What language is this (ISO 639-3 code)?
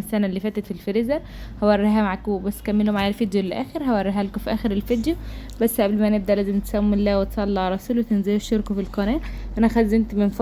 arz